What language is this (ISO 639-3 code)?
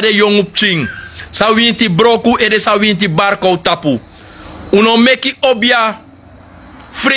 srn